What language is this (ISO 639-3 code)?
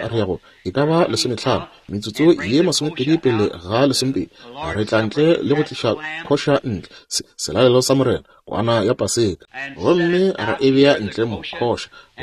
nso